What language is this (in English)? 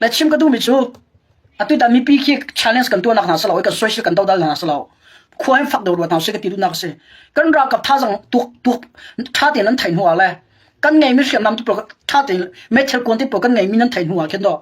Hakha Chin